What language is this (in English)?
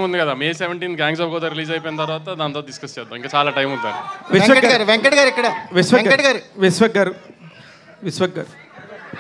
Telugu